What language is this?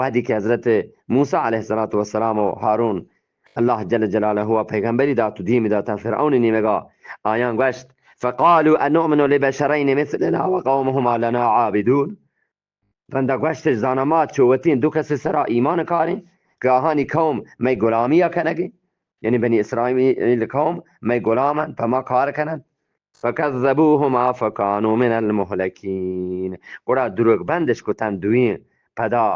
Eastern Balochi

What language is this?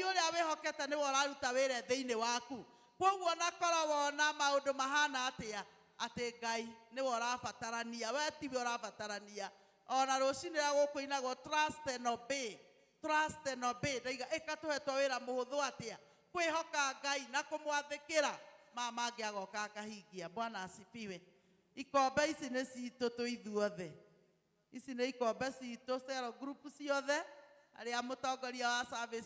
Kikuyu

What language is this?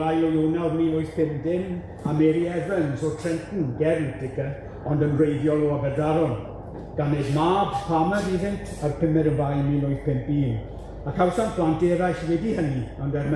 Welsh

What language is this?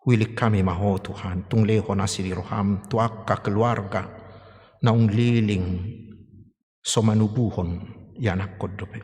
Batak Toba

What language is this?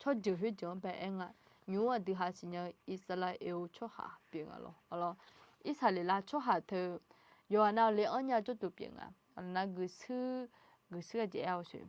Akha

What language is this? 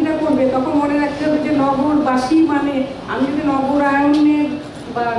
Bangla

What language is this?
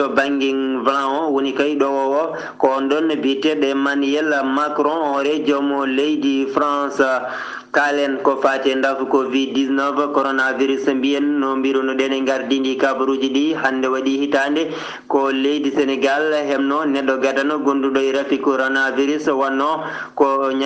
Fula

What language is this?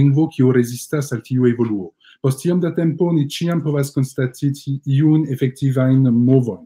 Esperanto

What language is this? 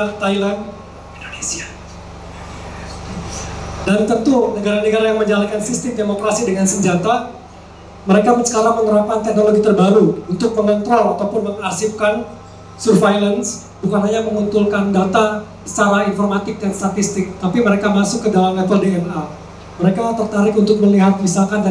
Indonesian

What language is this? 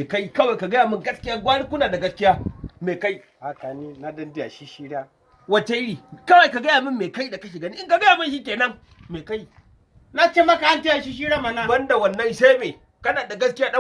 Hausa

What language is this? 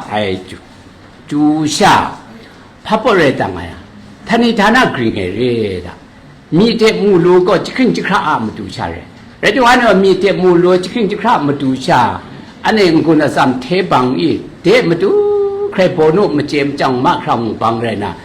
Kachin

